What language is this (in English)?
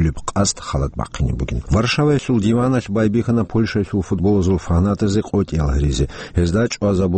Avaric